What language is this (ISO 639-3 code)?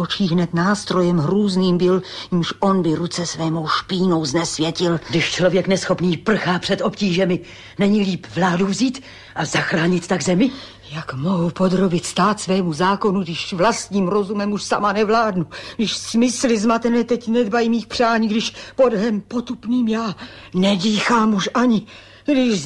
ces